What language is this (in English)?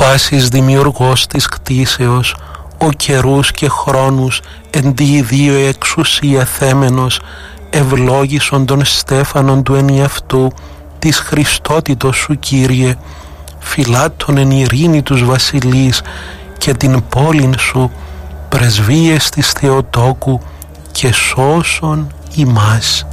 Greek